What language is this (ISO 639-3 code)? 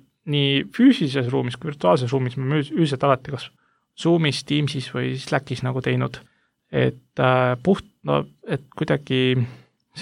est